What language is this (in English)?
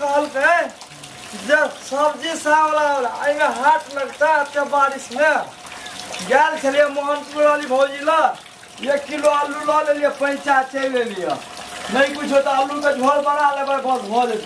Maithili